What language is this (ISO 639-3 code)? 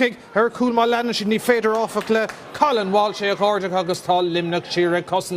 gle